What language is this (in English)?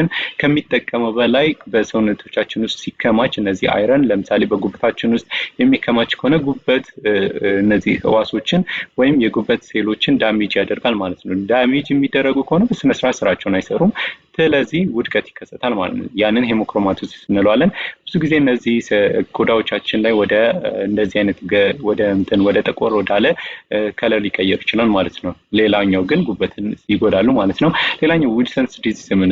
Amharic